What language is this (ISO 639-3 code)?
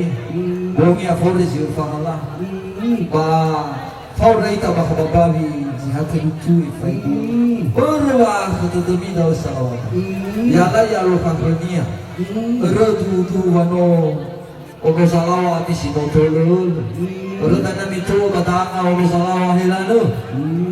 nia